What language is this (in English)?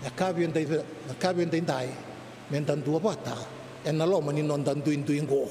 Fijian